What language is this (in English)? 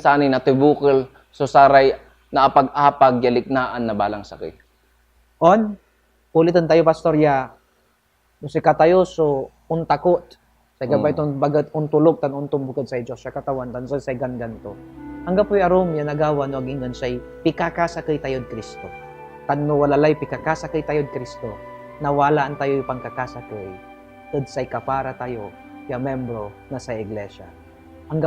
Pangasinan